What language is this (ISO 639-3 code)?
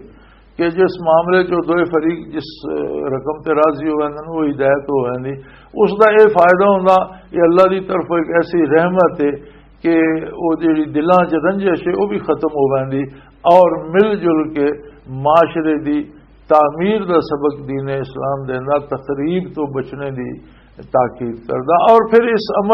lah